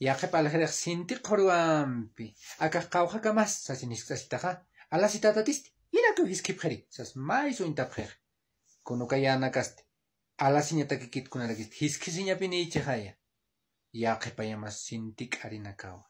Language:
Aymara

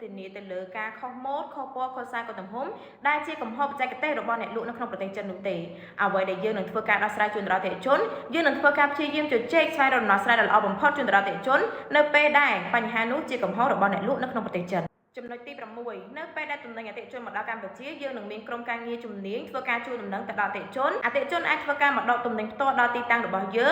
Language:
Khmer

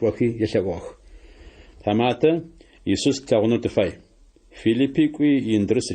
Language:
Adyghe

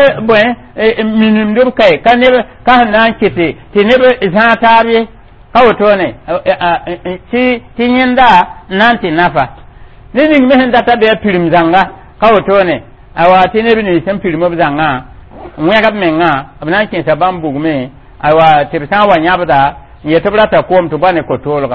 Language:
Mossi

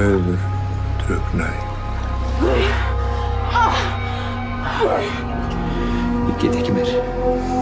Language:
Icelandic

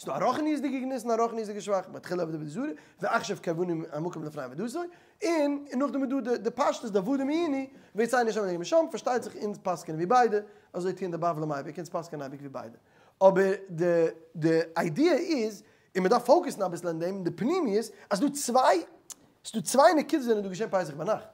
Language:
Yiddish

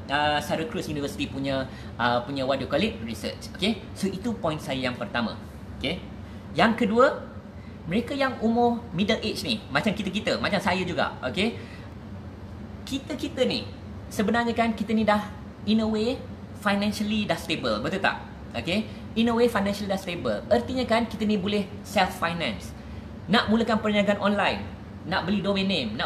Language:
Malay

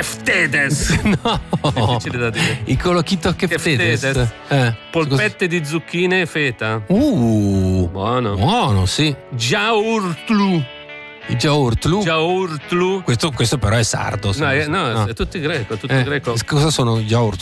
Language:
Italian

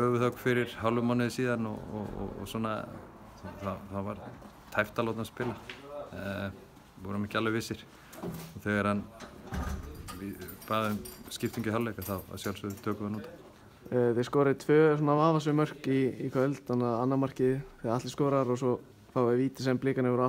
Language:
Icelandic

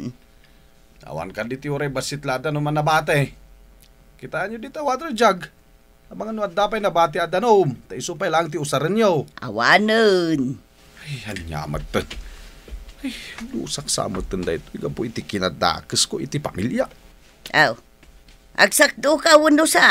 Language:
Iloko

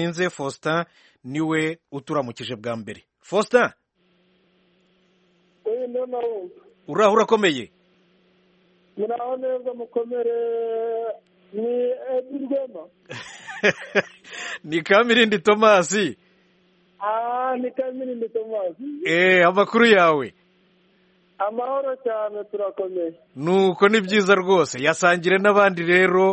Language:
Kinyarwanda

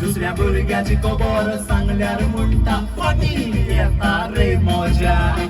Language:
Konkani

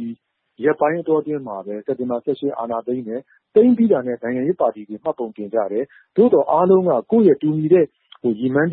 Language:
Burmese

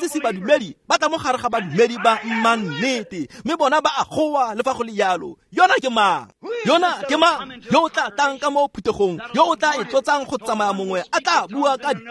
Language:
Tswana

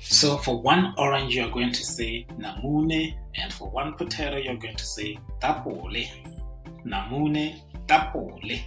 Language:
Tswana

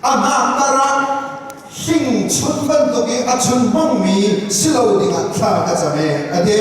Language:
Falam Chin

